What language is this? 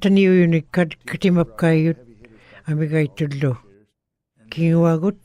Western Canadian Inuktitut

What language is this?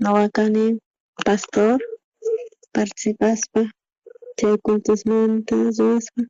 South Bolivian Quechua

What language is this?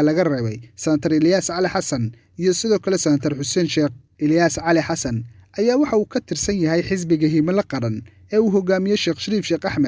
Somali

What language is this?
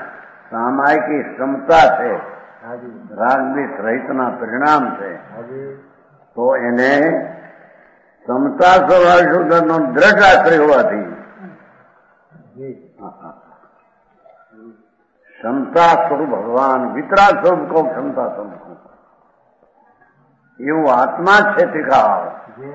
Gujarati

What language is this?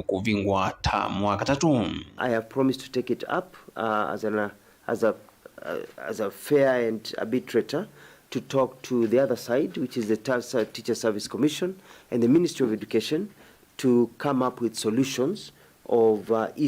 Kamba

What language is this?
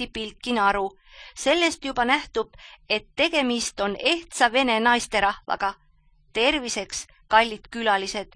Estonian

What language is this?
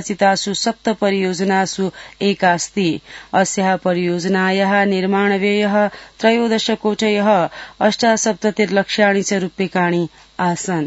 Sanskrit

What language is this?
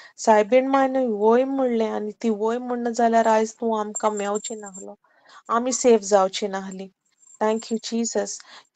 Konkani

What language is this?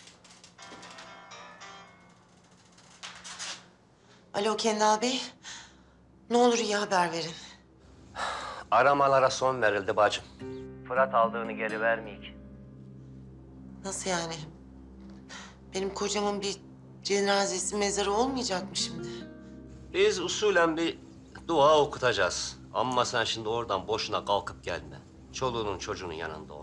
Turkish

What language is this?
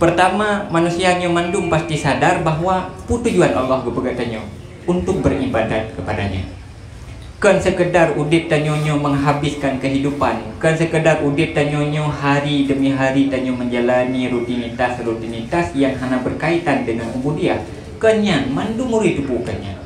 Achinese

